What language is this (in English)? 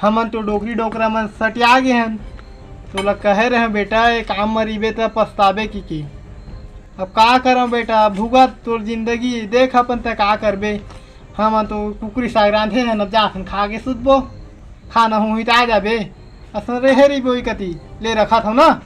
Chhattisgarhi